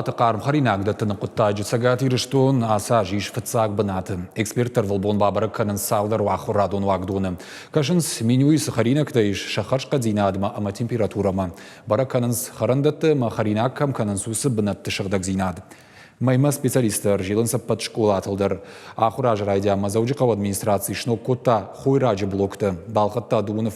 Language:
Ossetic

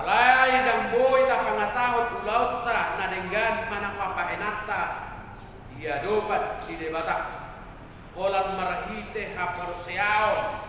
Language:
Batak Toba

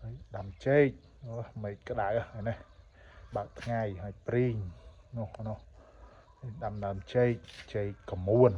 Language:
Khmer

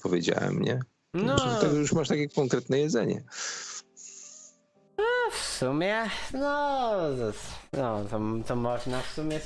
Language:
Polish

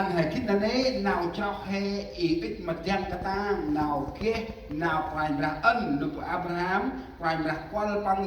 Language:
Central Mnong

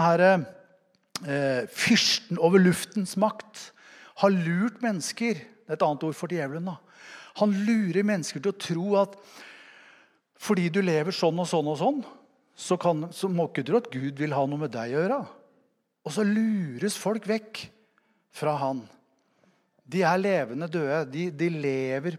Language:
Norwegian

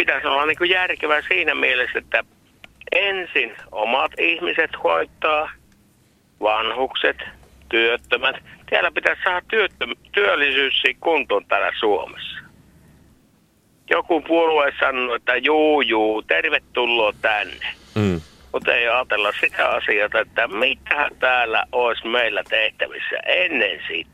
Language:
Finnish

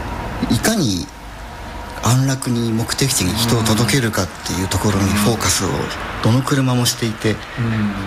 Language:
Japanese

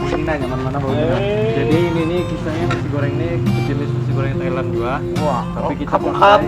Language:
Banjar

